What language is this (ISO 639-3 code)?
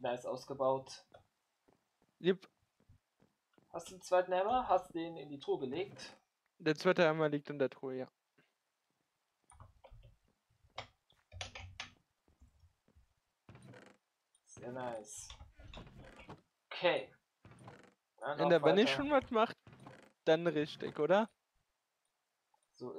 deu